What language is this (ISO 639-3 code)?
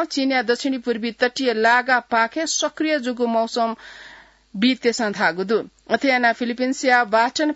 new